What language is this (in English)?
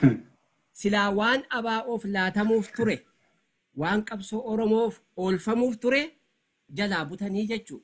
Oromo